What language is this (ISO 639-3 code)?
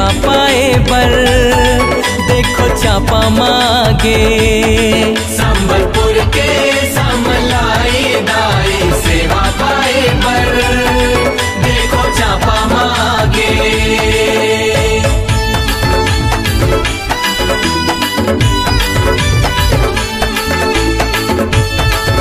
hne